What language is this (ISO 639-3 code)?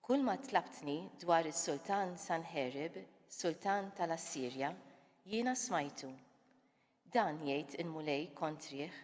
mlt